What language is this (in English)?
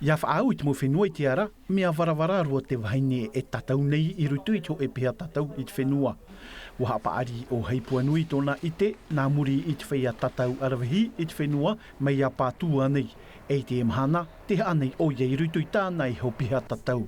Tahitian